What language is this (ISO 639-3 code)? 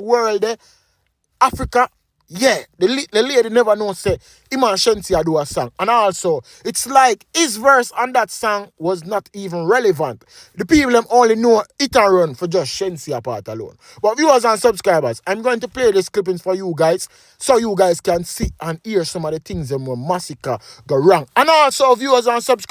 jam